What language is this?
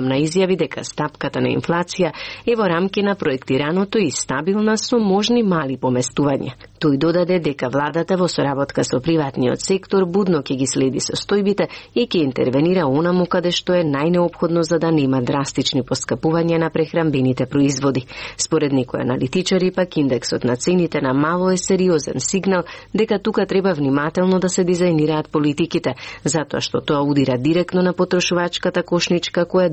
Macedonian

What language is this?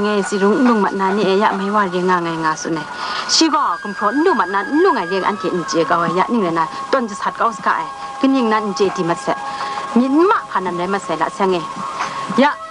Kachin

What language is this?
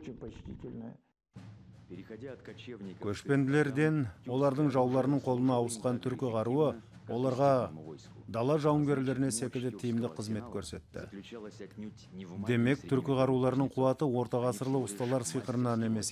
Kazakh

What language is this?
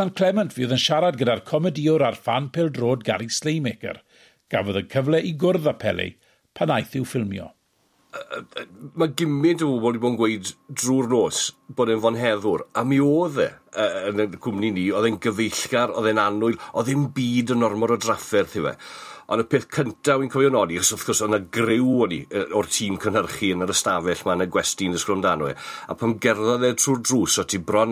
Welsh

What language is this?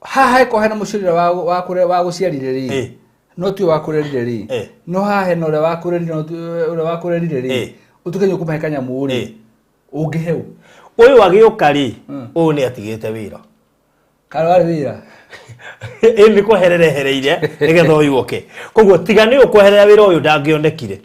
Kikuyu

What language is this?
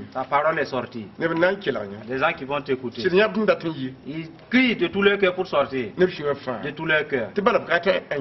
Mossi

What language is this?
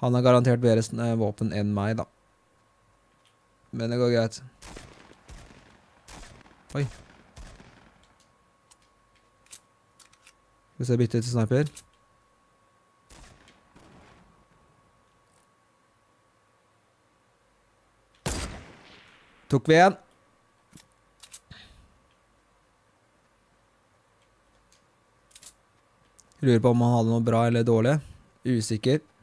Norwegian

